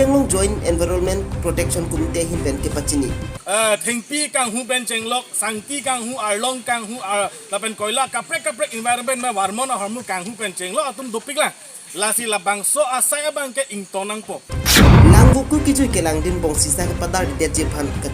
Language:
Karbi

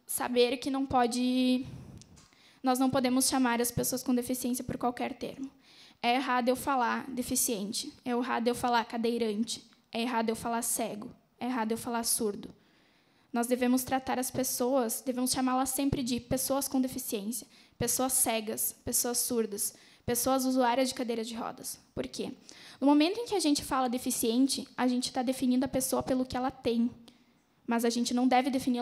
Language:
Portuguese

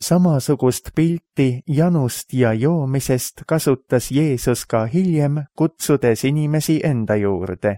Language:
Estonian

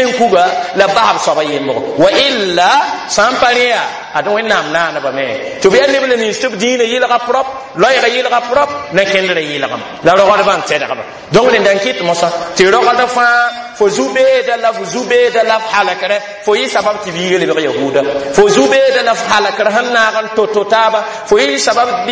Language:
Mossi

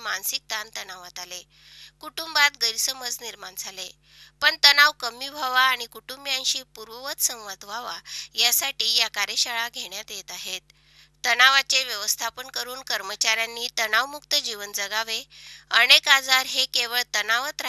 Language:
Marathi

